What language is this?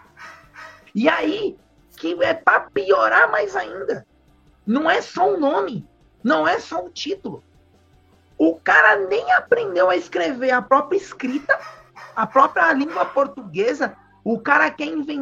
Portuguese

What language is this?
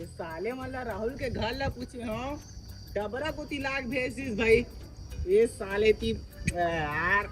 Chhattisgarhi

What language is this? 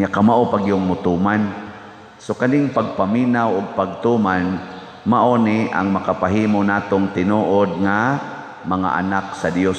Cebuano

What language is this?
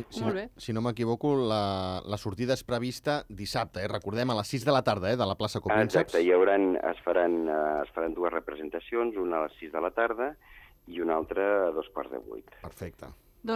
Catalan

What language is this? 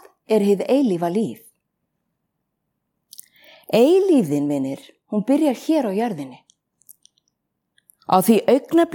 Icelandic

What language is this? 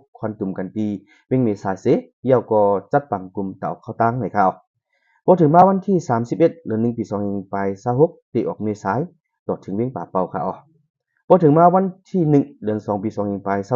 Shan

